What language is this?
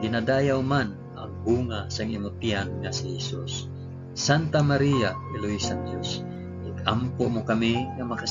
Hiligaynon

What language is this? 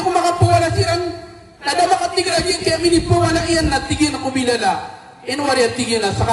Maranao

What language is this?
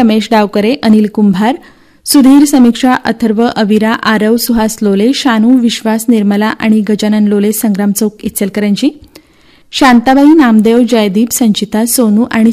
Marathi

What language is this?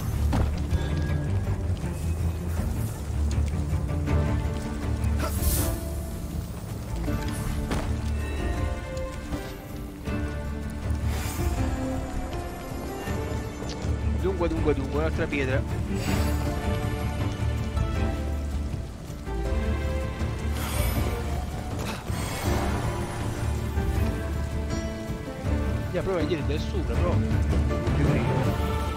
Italian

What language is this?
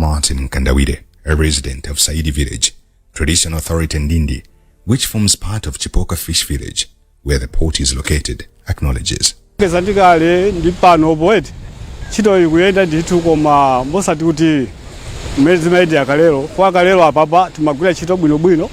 Nyanja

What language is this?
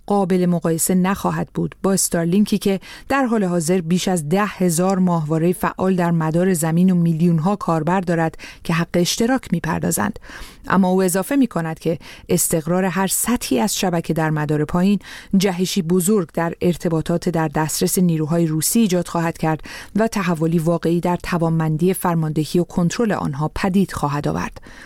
Persian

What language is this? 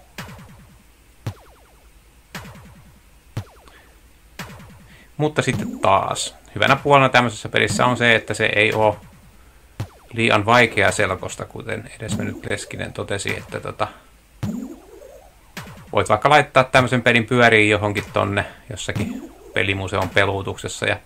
Finnish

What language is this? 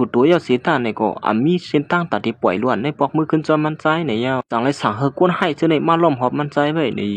Shan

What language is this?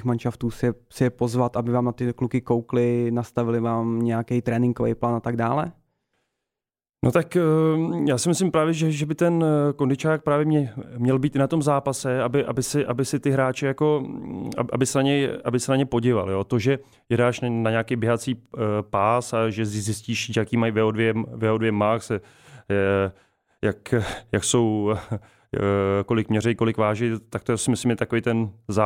Czech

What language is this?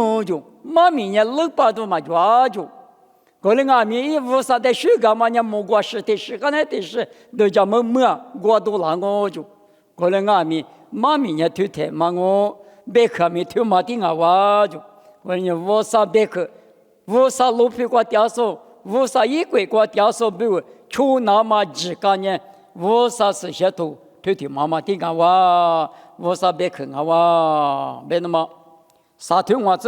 Lisu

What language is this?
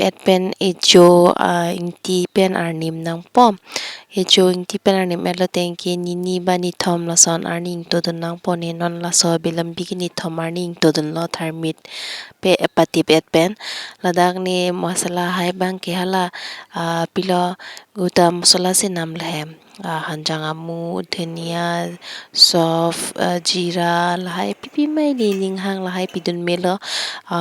Karbi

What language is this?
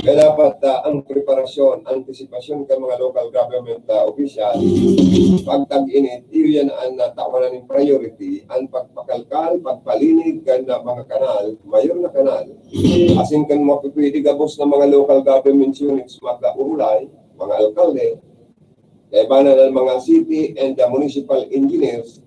Bikol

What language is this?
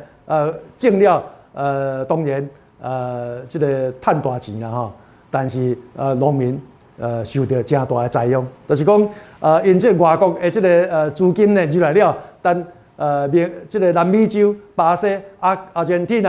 Min Nan Chinese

